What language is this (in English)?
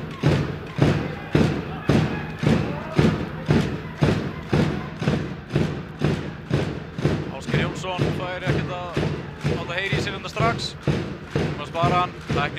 Icelandic